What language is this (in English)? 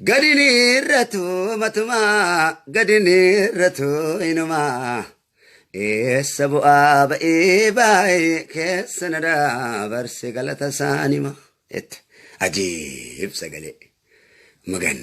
Oromo